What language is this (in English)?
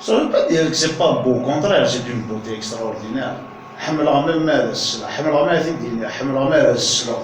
Kabyle